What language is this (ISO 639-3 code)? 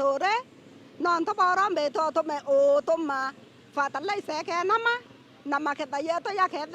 mer